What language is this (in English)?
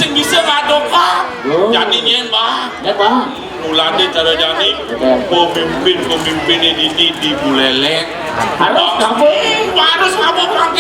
Balinese